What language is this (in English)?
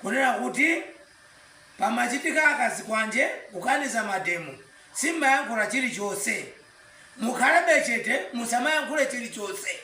Nyanja